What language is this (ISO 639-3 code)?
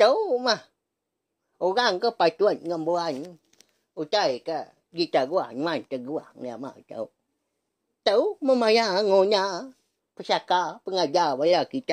iba